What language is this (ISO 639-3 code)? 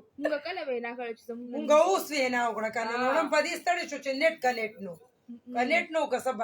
pus